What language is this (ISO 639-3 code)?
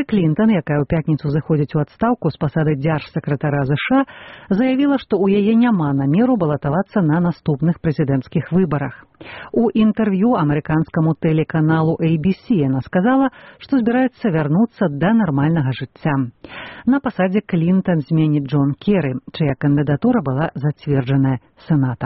bel